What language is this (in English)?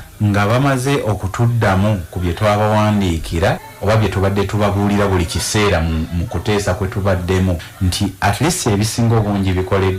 Ganda